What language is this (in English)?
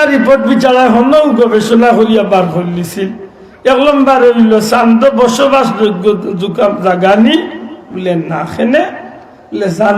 Sylheti